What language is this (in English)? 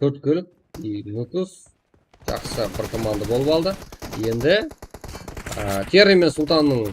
Kara-Kalpak